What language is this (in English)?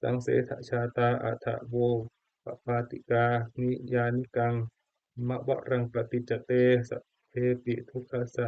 Pali